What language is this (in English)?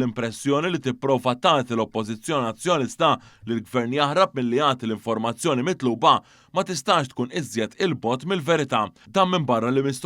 Maltese